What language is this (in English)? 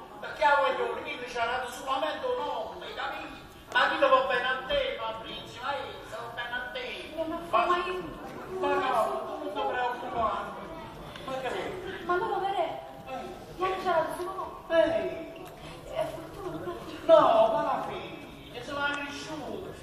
Neapolitan